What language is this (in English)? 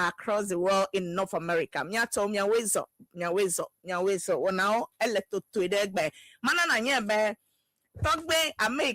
Ewe